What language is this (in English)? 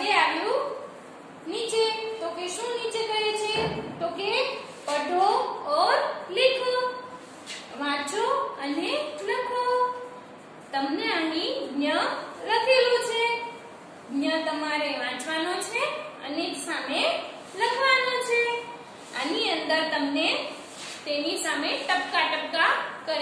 Gujarati